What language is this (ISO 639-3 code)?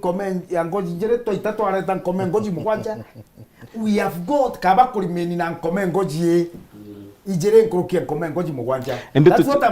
mer